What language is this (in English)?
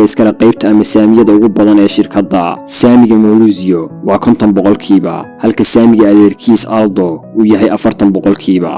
Somali